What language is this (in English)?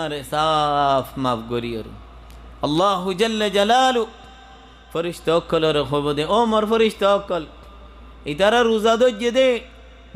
Rohingya